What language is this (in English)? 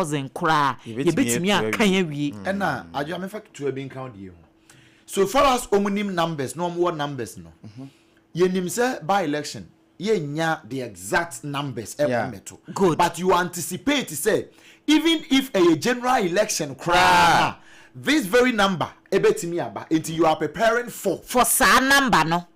Akan